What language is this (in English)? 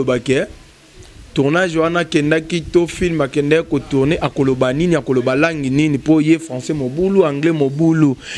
Lingala